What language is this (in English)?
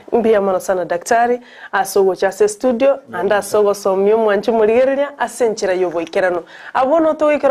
Gusii